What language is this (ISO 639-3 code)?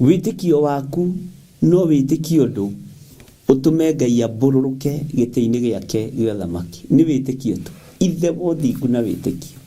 kik